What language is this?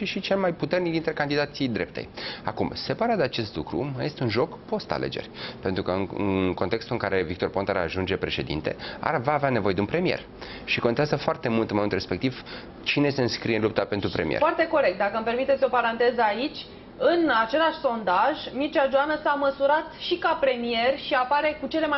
Romanian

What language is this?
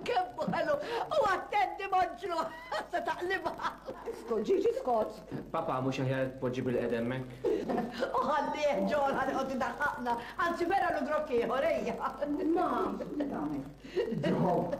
Maltese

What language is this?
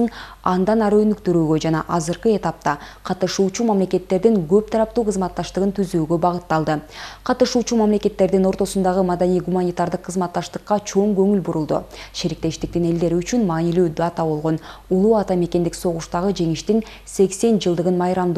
Kyrgyz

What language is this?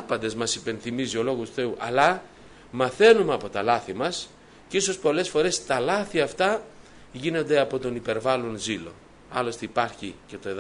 Greek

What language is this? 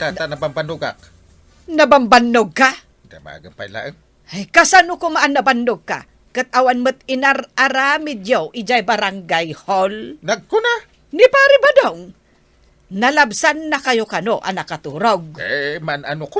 Iloko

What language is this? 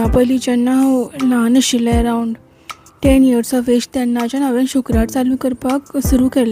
Konkani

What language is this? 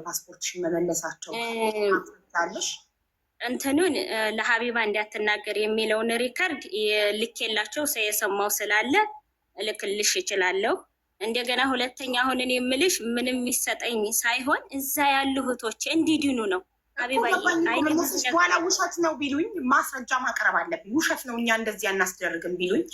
Amharic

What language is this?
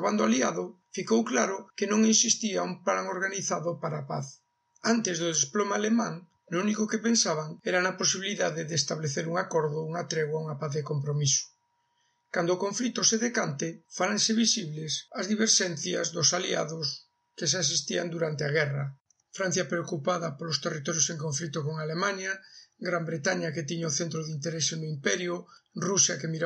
Galician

